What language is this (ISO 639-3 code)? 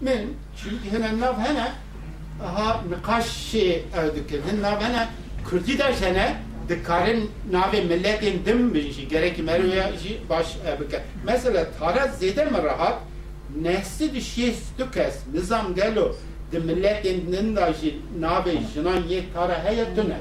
kur